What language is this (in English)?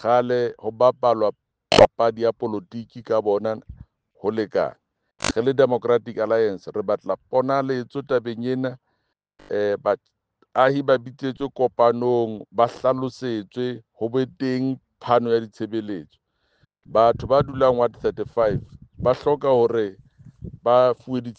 Southern Sotho